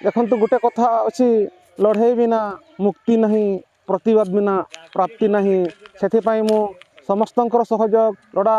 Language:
Odia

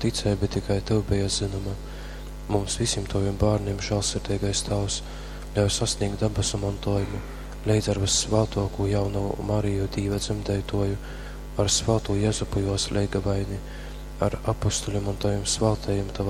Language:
Latgalian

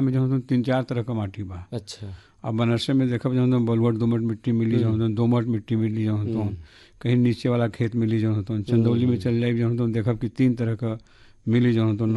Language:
Bhojpuri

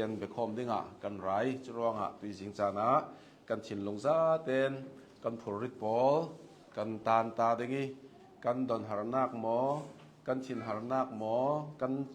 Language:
Hakha Chin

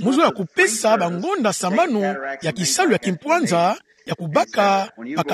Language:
Kituba (Democratic Republic of Congo)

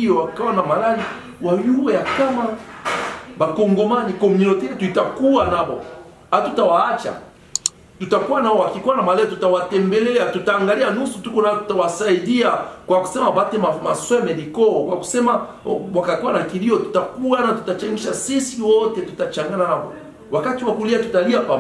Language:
Swahili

